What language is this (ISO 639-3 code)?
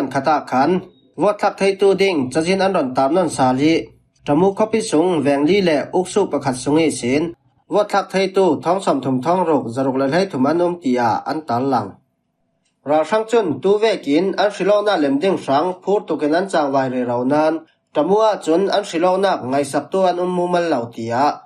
cfm